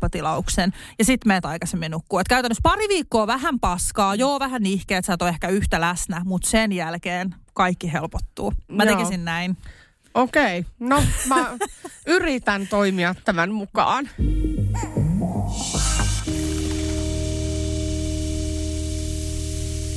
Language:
Finnish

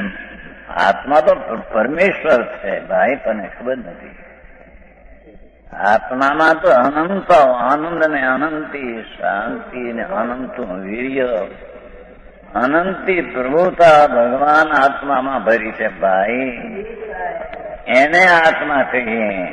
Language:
Gujarati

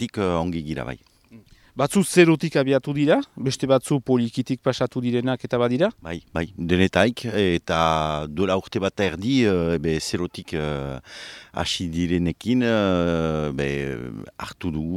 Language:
Basque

